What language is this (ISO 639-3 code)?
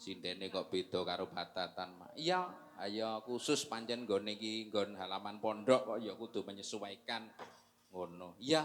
jav